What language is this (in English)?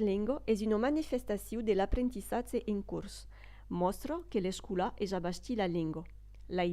Occitan